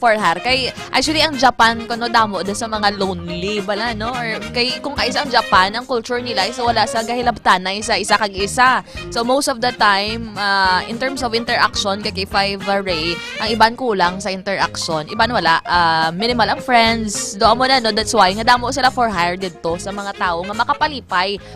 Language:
Hiligaynon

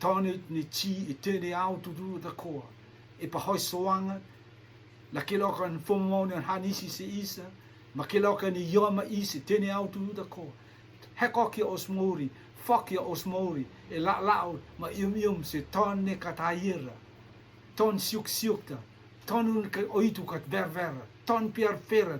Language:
Rotuman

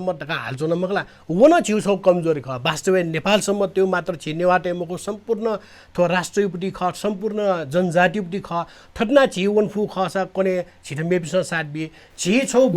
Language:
Newari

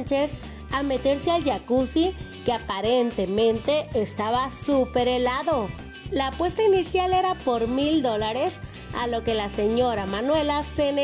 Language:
Spanish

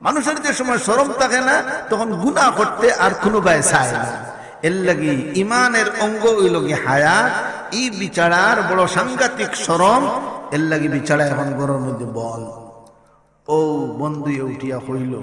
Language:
Sylheti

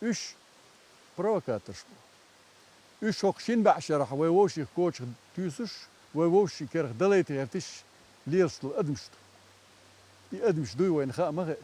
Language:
Chechen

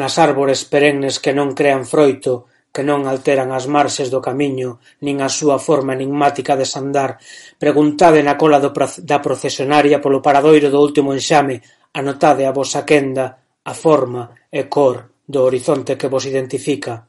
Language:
Galician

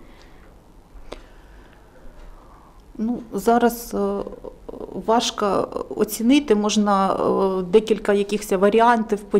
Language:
Ukrainian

